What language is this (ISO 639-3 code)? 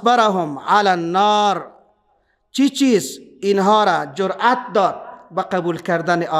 fas